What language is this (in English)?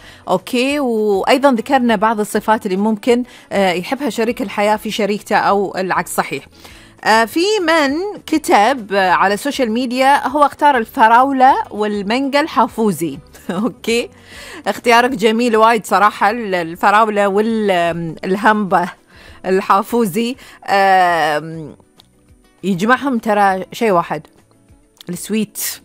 Gulf Arabic